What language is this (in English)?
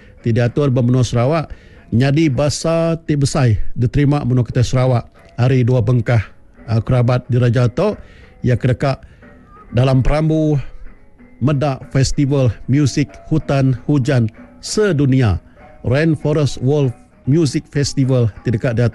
Iban